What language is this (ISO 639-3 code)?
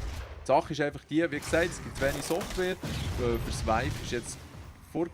gsw